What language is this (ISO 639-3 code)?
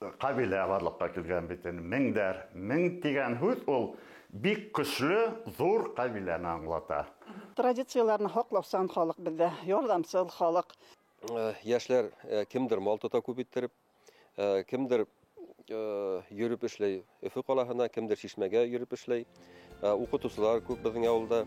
bak